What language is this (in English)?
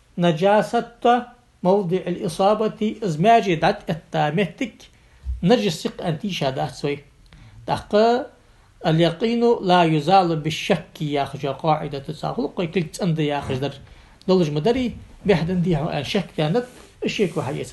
Ingush